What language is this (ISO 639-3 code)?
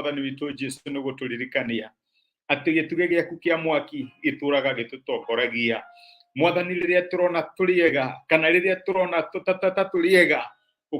kik